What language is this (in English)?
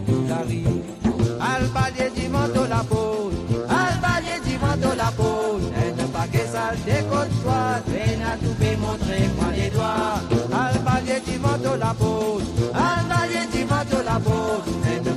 Morisyen